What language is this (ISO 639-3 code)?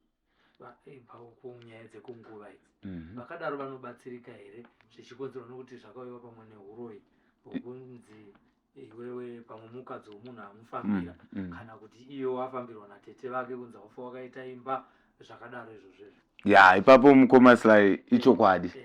sna